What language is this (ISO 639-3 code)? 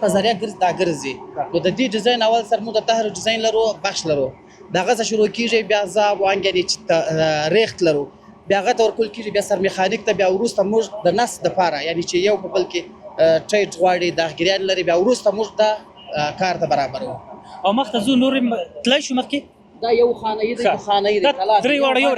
pus